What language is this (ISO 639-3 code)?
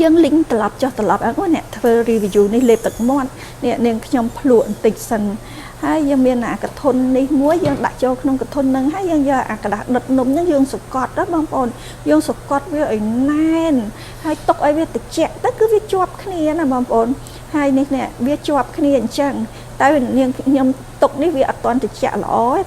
khm